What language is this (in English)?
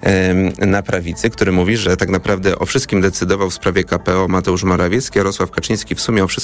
Polish